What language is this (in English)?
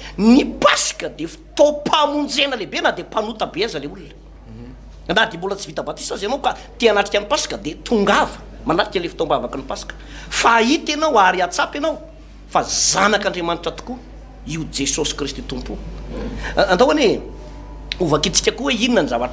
Malagasy